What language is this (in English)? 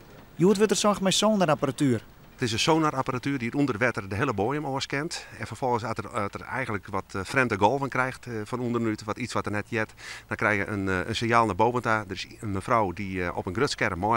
Western Frisian